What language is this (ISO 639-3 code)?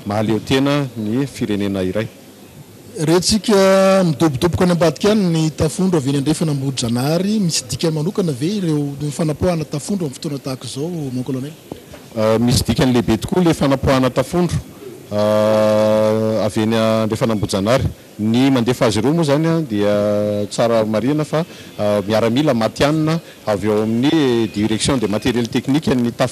mlg